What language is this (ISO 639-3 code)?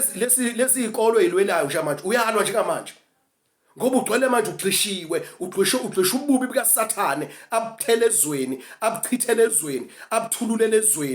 zul